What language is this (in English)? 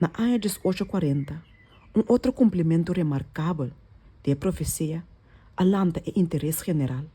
Papiamento